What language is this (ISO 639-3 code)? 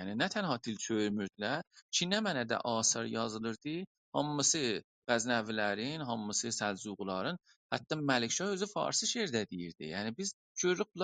azb